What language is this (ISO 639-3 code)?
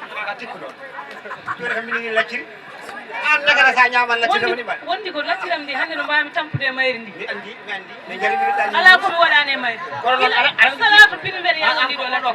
ful